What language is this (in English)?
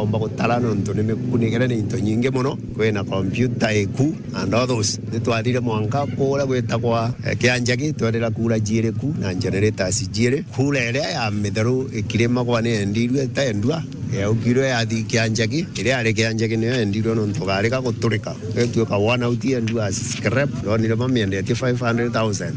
Meru